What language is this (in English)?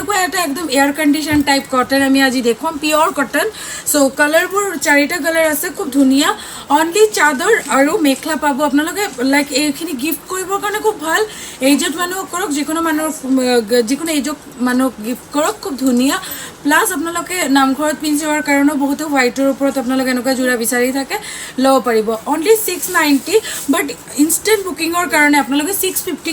Assamese